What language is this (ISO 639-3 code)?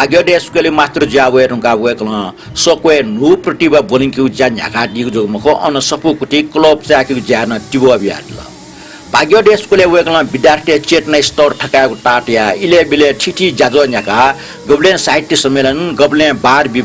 new